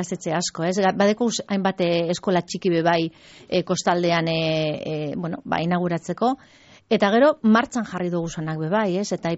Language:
Basque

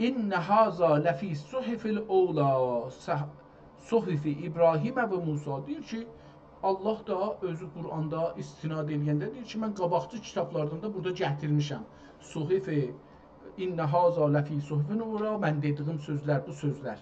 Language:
South Azerbaijani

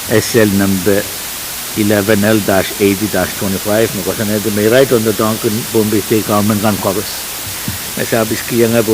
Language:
Pohnpeian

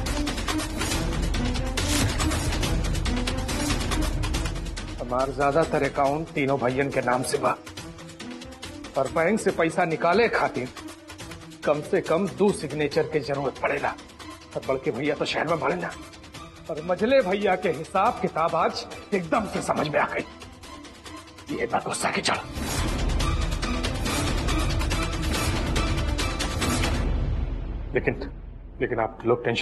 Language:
Bhojpuri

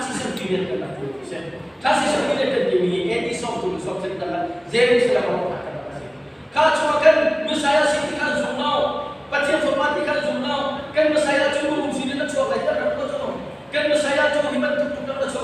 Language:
Hakha Chin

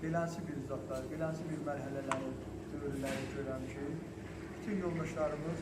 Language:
South Azerbaijani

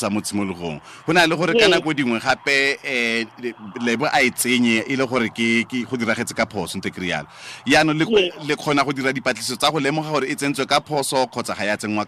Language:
Tswana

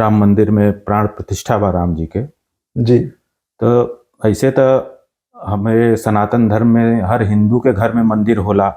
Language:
Bhojpuri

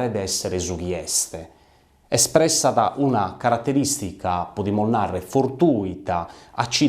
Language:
Sardinian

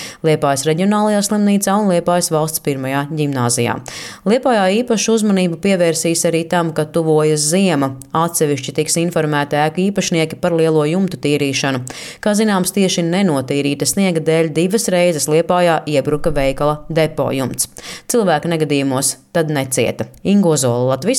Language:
Latvian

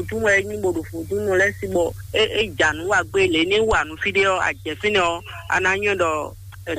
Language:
Fon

